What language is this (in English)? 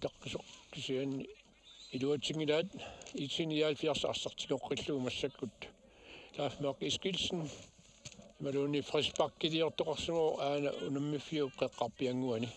Kalaallisut